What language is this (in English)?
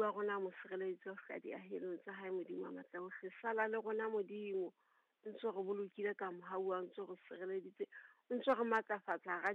Southern Sotho